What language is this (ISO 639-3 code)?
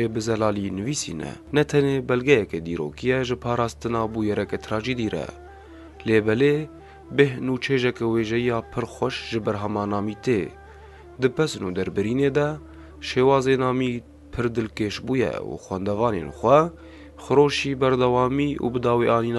kur